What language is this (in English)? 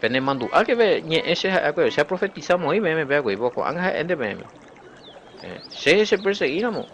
Guarani